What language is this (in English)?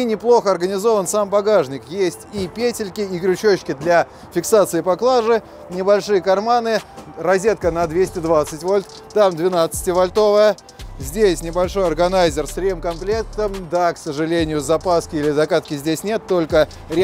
Russian